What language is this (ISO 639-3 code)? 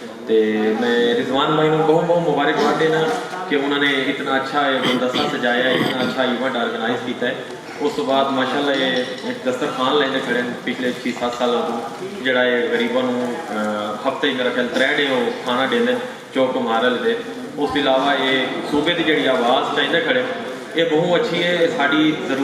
skr